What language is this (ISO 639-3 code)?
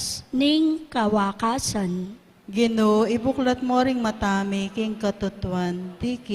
pam